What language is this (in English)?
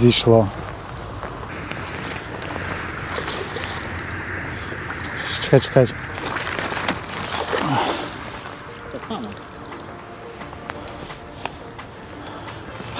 Ukrainian